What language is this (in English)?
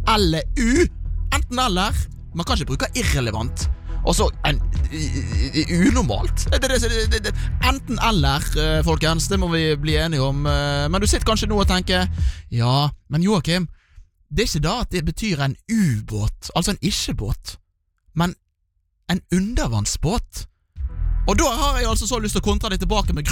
Norwegian